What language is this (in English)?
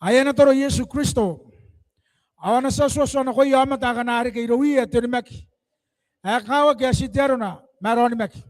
Gilbertese